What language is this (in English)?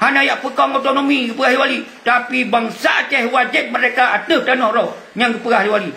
Achinese